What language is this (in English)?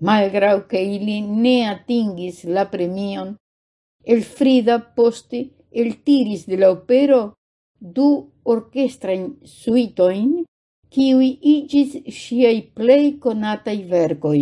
Esperanto